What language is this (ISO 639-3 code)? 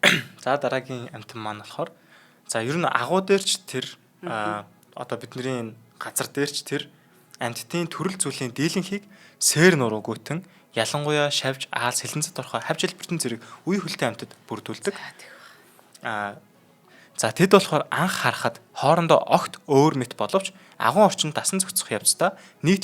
mon